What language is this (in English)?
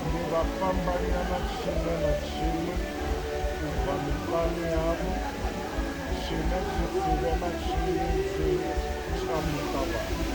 Venda